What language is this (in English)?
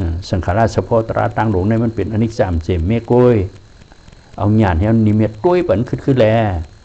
Shan